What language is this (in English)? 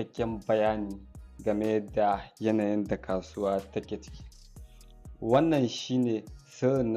Hausa